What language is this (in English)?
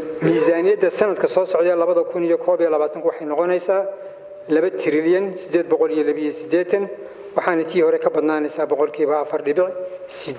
Somali